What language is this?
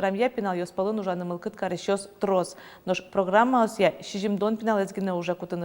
Udmurt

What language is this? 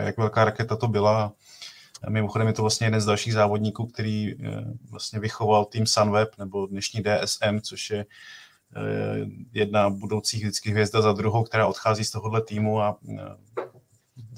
Czech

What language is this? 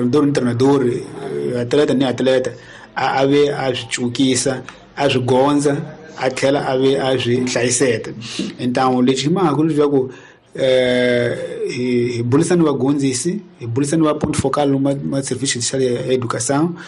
Tsonga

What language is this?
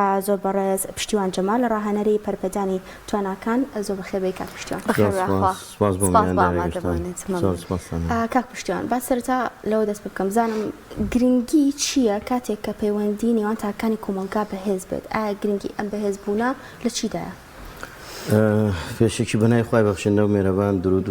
Central Kurdish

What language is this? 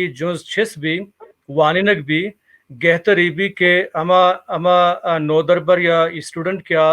Baluchi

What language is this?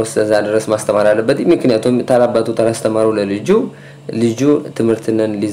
Amharic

